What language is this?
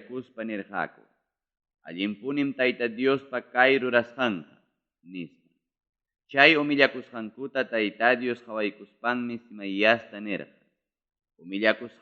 Ayacucho Quechua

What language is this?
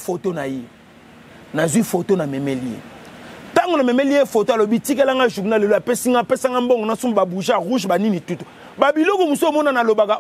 Lingala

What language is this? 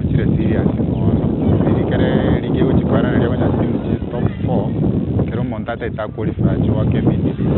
Gusii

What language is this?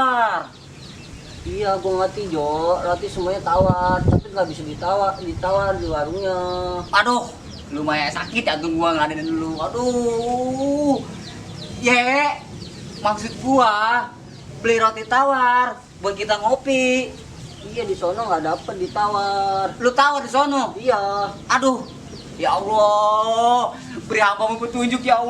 Betawi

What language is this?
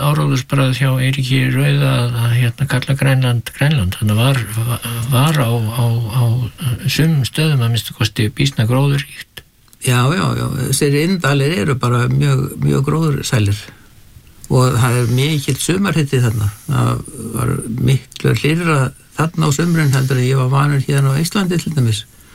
Icelandic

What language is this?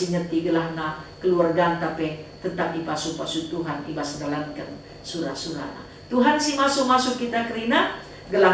Batak Karo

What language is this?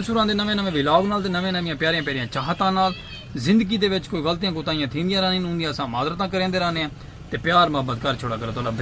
Saraiki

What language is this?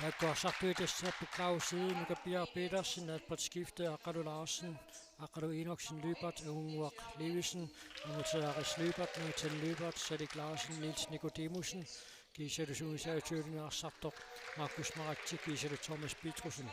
Kalaallisut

